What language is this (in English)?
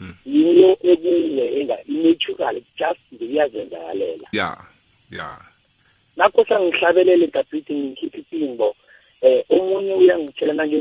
South Ndebele